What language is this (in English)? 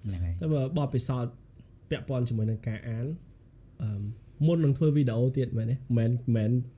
Khmer